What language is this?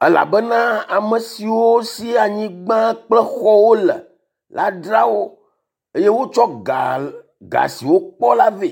Ewe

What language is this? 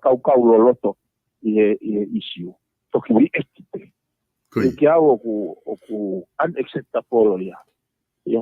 Tongan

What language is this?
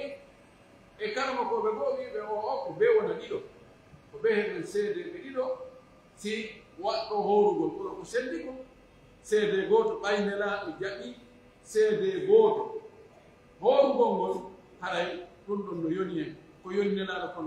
Pular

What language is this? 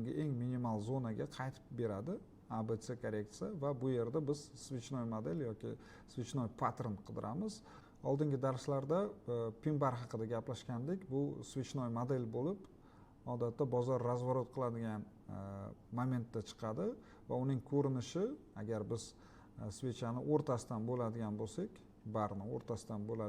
Uzbek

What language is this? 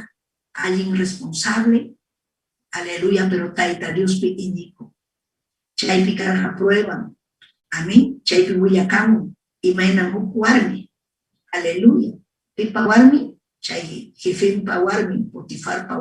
Ayacucho Quechua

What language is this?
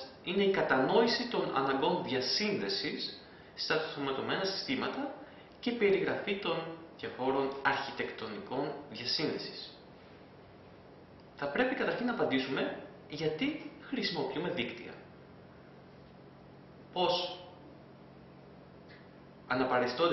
Greek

